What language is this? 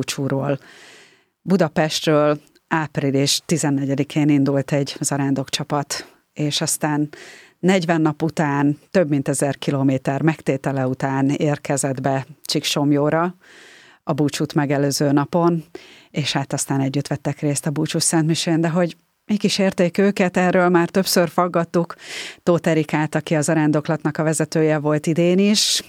Hungarian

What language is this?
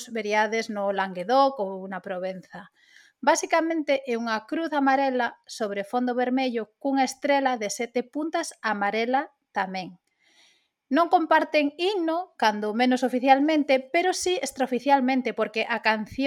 Galician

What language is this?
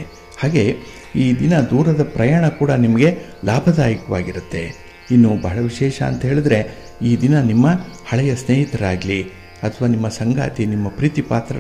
Kannada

